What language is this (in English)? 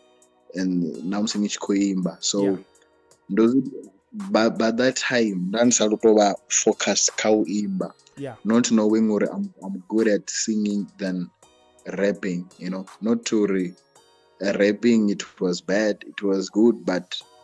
Venda